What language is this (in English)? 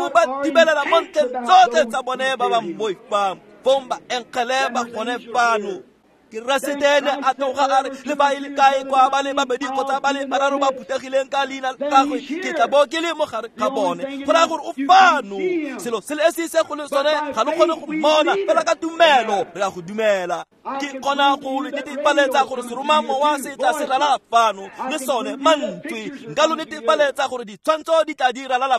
Tswana